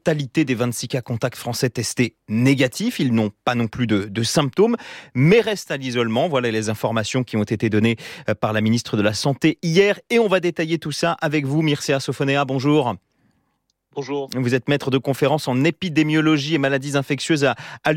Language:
French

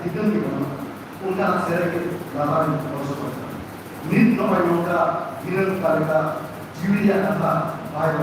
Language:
Santali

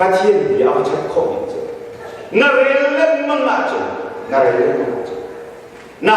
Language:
Hakha Chin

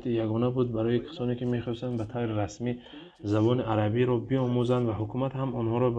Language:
Tajik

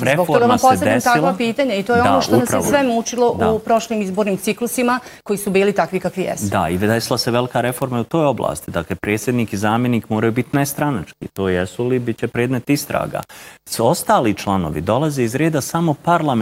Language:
Bosnian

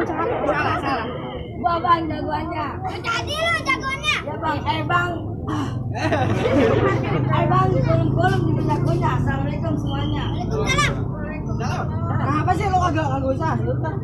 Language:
Betawi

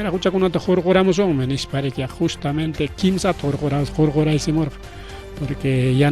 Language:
Ayacucho Quechua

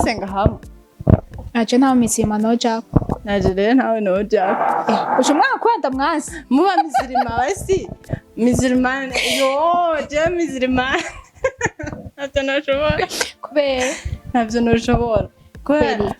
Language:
Rundi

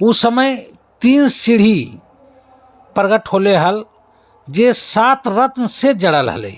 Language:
Magahi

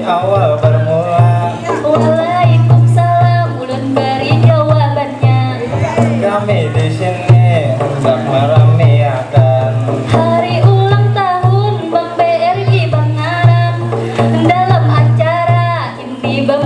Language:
Banjar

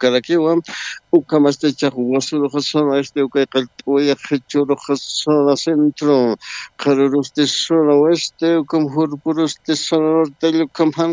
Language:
Aymara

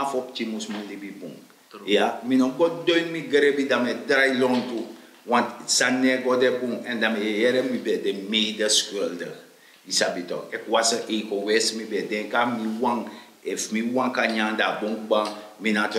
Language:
Sranan Tongo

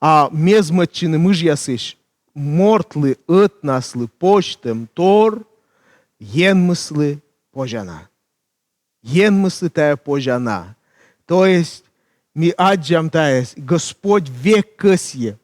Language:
Komi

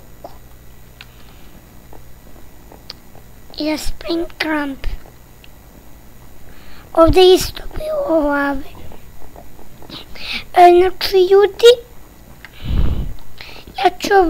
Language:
Serbian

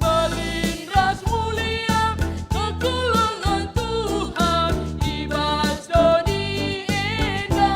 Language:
Batak Karo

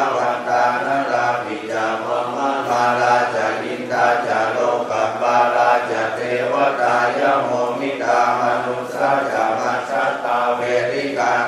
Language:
Pali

